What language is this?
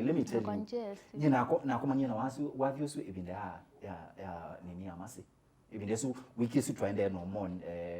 Kamba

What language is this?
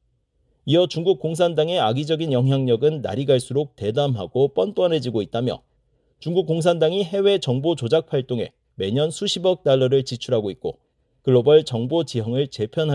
Korean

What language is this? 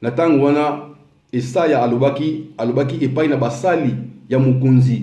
Lingala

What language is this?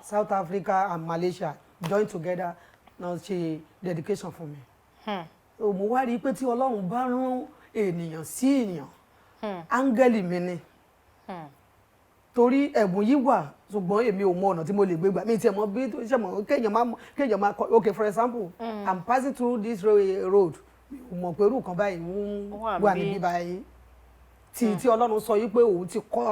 Yoruba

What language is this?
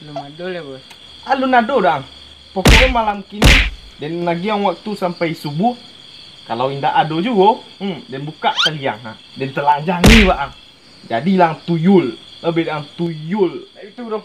Minangkabau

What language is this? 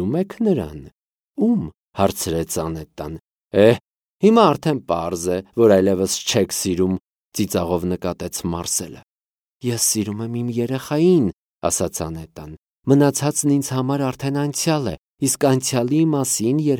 Armenian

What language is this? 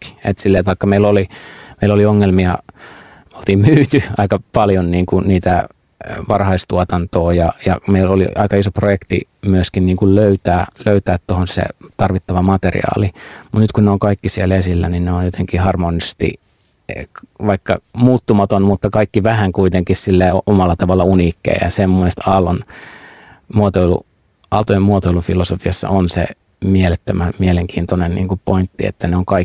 Finnish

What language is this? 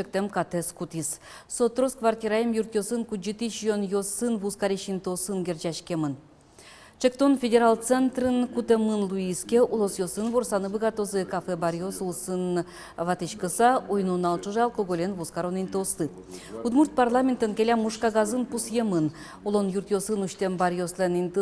Udmurt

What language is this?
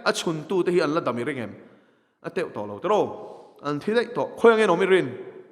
Mizo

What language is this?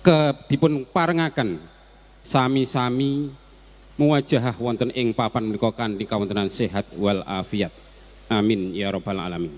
Javanese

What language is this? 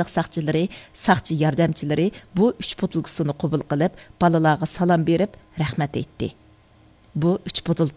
Uyghur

